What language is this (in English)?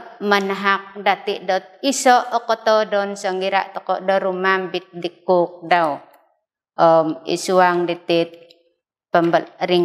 Central Dusun